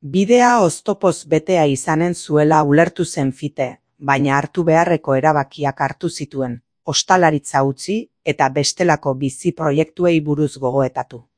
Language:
Basque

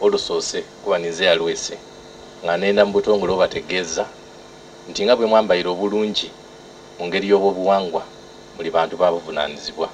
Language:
Soga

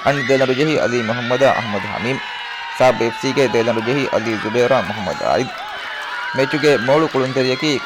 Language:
Divehi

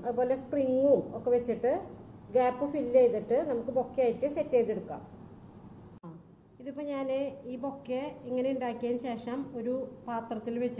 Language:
Malayalam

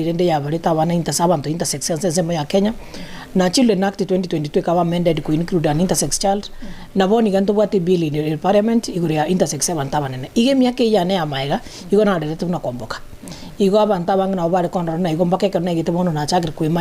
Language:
Gusii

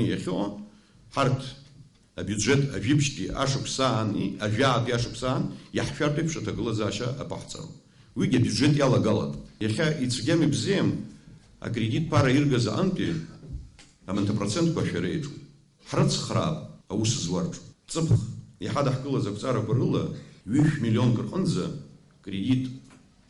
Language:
Abkhazian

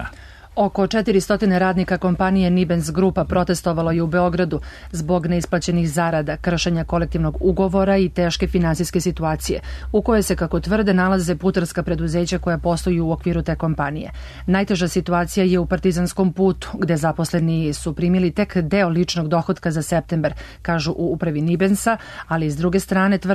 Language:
Serbian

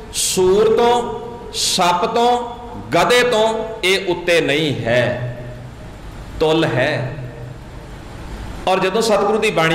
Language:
Punjabi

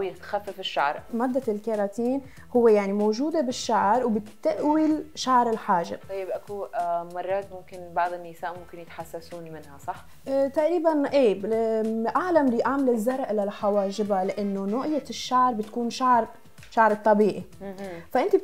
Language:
Mesopotamian Arabic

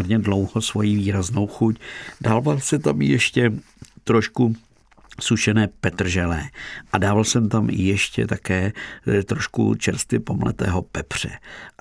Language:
Czech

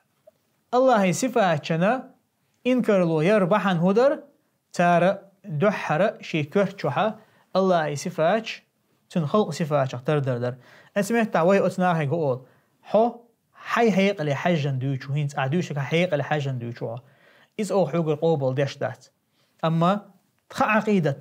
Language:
Chechen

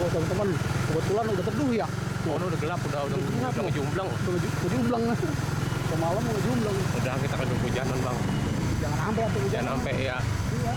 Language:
Betawi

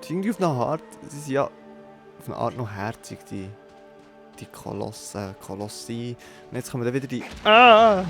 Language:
Swiss German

